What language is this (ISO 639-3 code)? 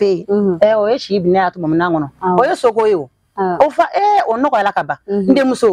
bam